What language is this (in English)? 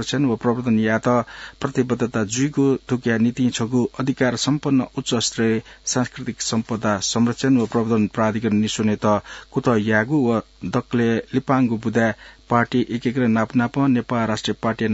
Newari